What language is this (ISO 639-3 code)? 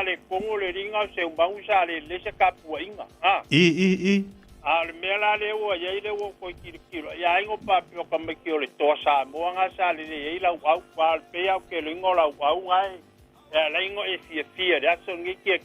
smo